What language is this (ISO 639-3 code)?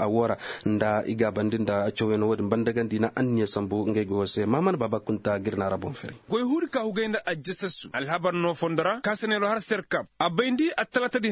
ses